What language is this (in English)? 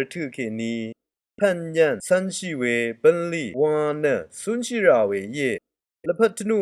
Rawang